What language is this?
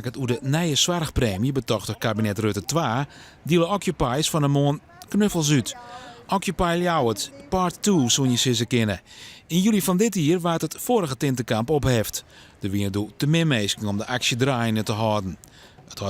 Western Frisian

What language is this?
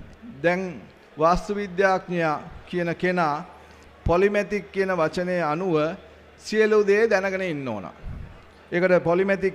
Sinhala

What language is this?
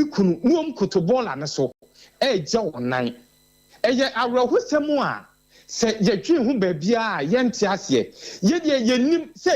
Akan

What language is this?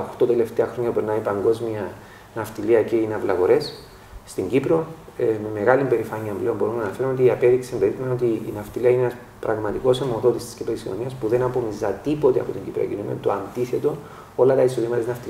Greek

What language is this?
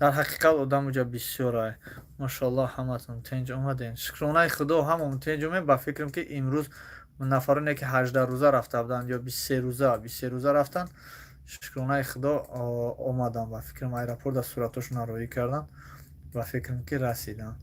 Tajik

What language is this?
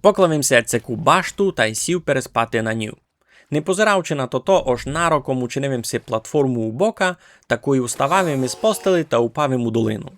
Rusyn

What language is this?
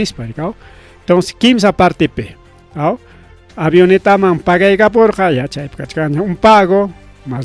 Ayacucho Quechua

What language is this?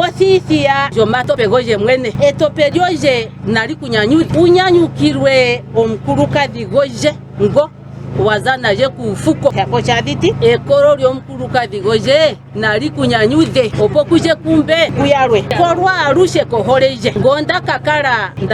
Ndonga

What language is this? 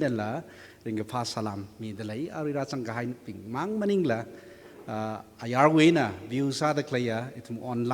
Tangkhul Naga (India)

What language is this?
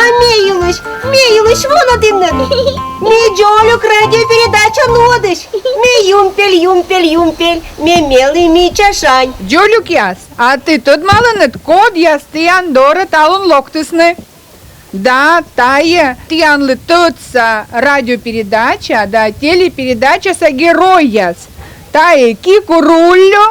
Komi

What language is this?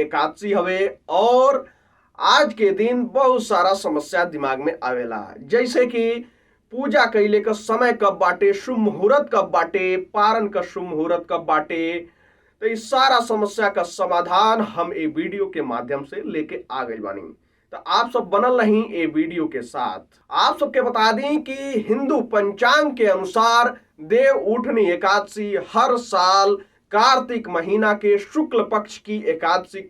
Bhojpuri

